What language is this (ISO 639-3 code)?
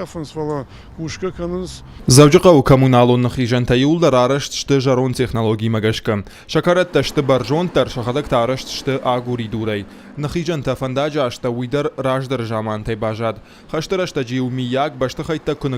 oss